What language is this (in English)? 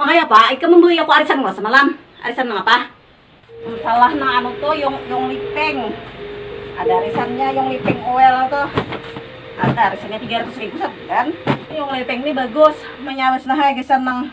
Banjar